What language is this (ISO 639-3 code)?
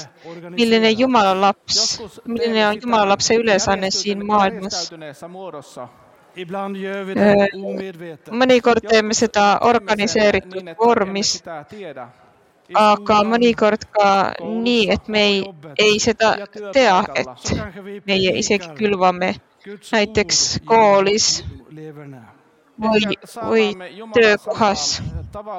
est